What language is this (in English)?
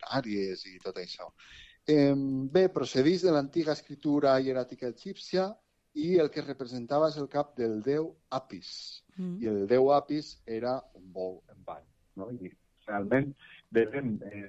Catalan